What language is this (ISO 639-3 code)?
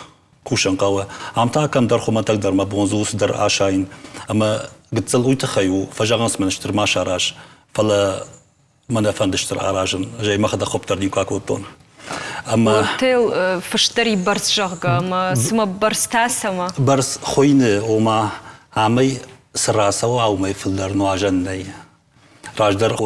oss